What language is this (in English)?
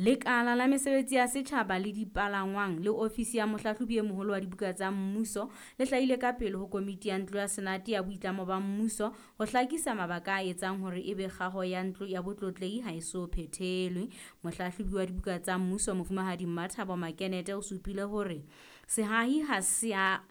Southern Sotho